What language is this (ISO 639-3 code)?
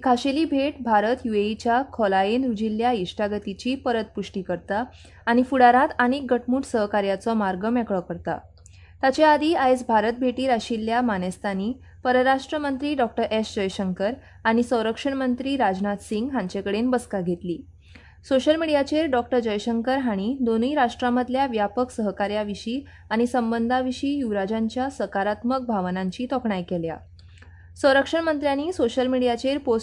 kok